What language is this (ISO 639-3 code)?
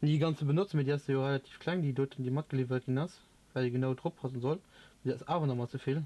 ltz